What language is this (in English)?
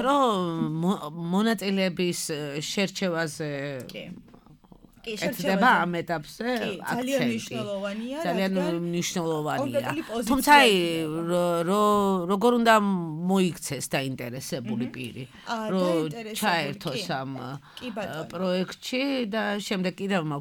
Georgian